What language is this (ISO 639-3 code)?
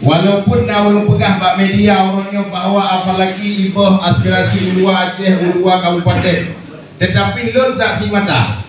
ace